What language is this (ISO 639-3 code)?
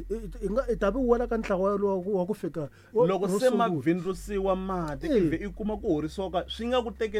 tso